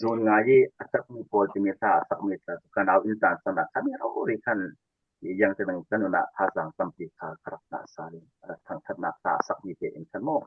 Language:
Falam Chin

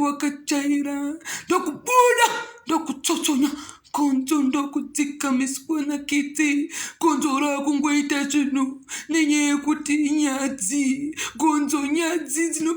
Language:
Shona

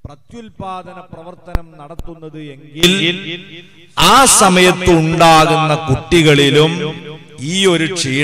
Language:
Malayalam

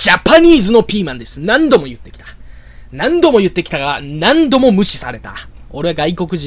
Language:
Japanese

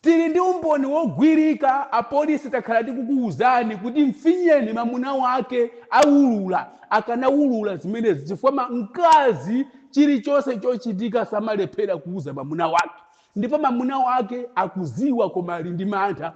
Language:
Nyanja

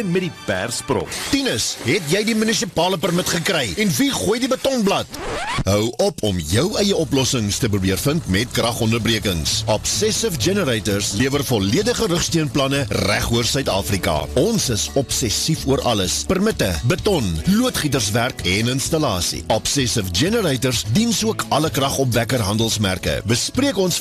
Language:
Afrikaans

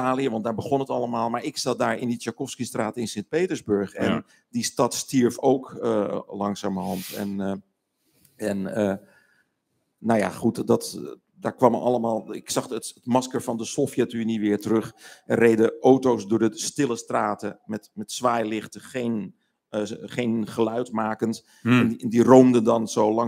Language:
Dutch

